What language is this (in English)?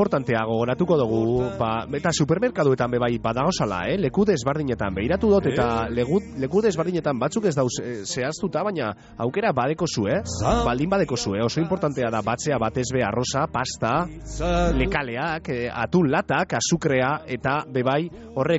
Basque